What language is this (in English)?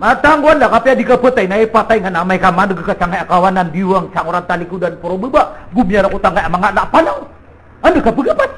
Maranao